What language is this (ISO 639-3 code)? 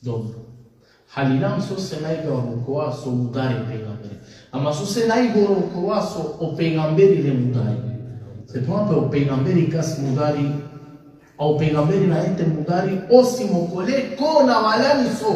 rmn